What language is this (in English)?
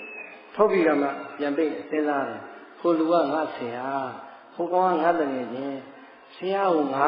Burmese